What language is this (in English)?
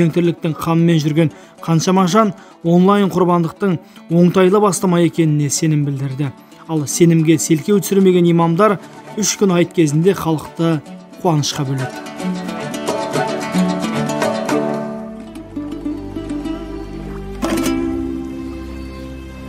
Kazakh